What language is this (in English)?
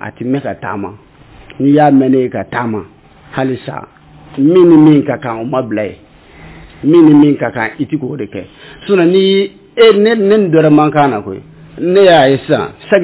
Bambara